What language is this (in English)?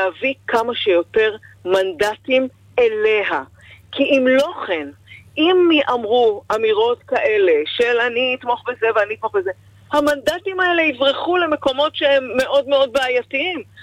Hebrew